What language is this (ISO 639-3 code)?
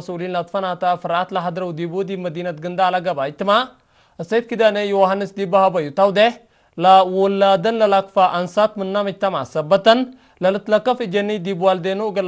tig